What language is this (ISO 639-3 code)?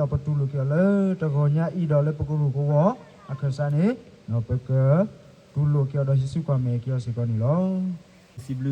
ksw